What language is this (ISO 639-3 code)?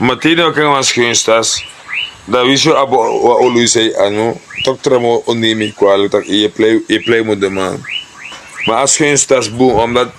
srn